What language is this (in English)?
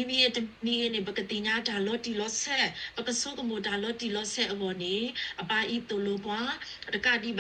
S'gaw Karen